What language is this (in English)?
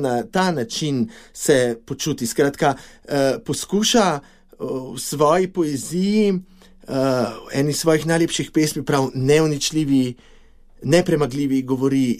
Slovenian